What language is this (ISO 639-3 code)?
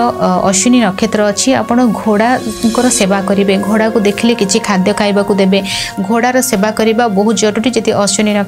ori